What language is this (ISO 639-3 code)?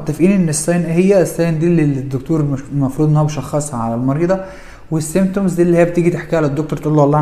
arz